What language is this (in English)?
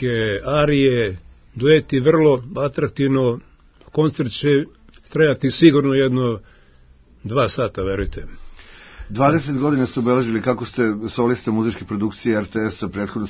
Serbian